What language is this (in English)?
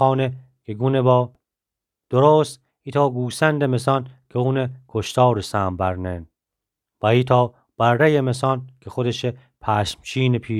Gilaki